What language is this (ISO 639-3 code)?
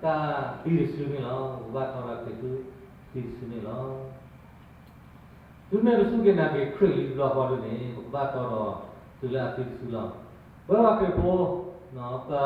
ksw